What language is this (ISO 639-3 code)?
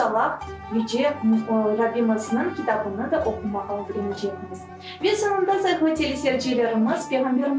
crh